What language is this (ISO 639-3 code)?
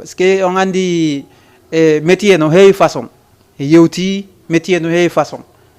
ful